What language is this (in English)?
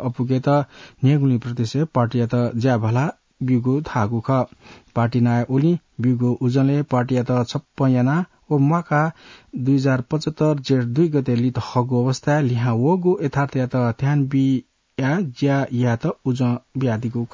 Newari